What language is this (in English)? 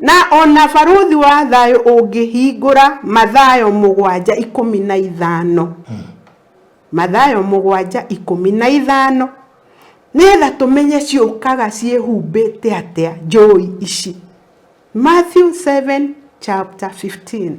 Kikuyu